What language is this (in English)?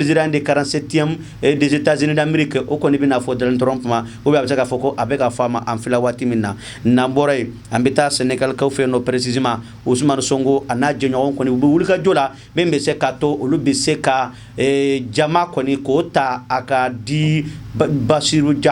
Bambara